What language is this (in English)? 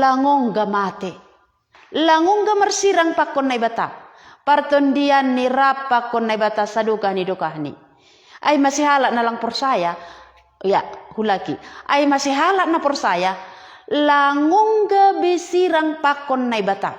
Batak Simalungun